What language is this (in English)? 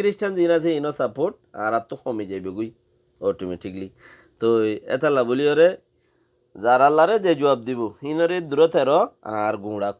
Rohingya